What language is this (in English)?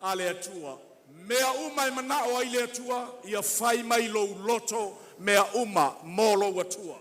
Samoan